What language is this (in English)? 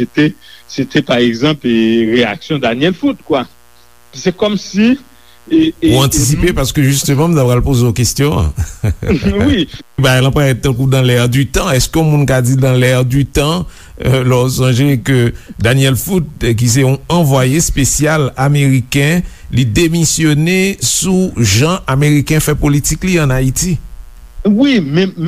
Haitian Creole